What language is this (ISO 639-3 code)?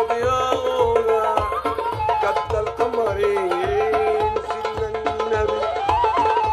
ara